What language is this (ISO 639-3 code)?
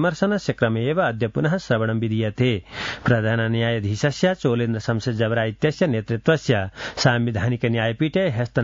san